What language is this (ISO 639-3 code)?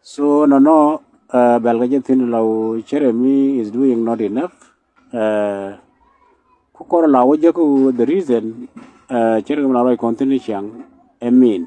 nus